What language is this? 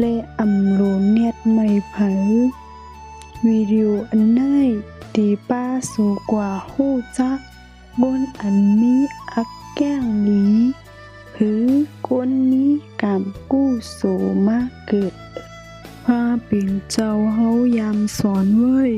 Shan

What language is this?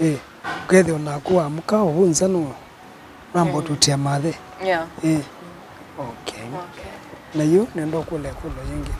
Kamba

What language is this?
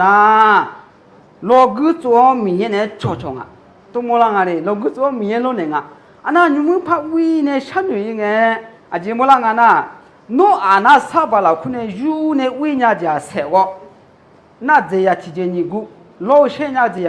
Akha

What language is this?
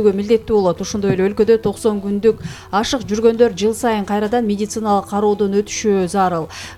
Kyrgyz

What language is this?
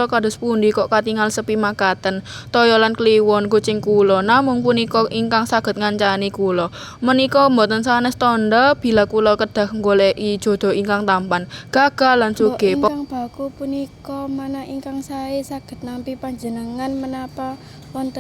Javanese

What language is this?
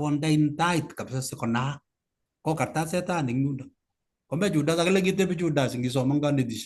Kalenjin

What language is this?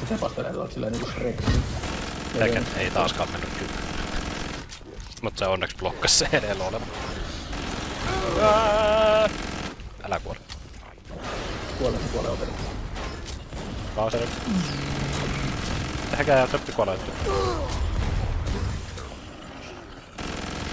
Finnish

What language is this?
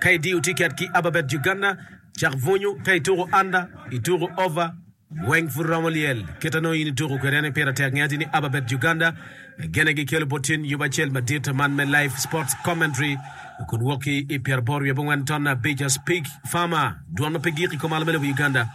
Acoli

